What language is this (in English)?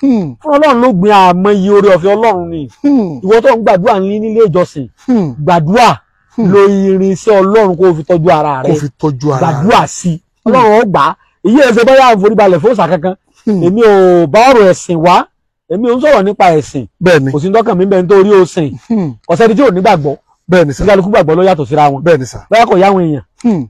Yoruba